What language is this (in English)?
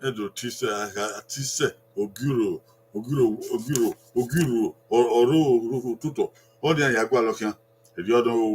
Bini